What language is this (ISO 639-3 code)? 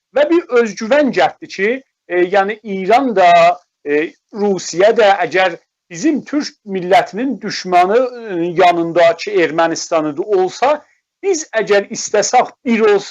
azb